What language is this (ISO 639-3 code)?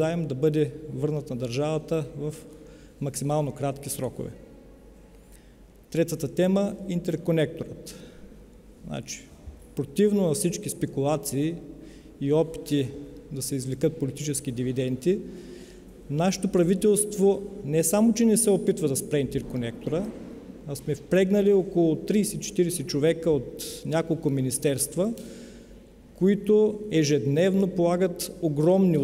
bul